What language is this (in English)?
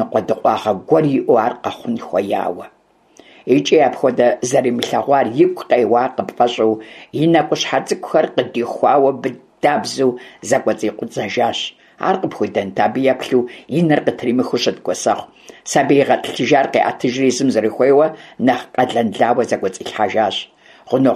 Kabardian